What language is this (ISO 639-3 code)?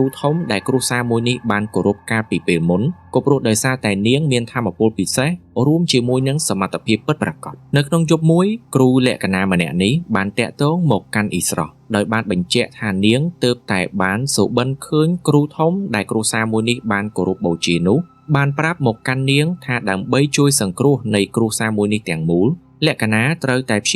khm